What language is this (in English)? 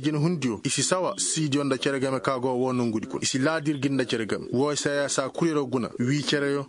Koyraboro Senni